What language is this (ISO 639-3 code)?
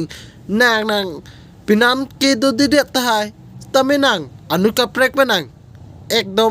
mjw